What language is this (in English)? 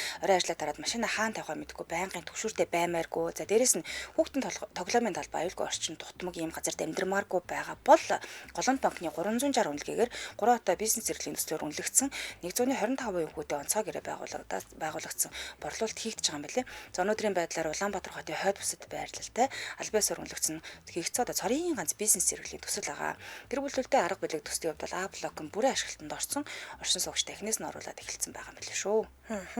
Mongolian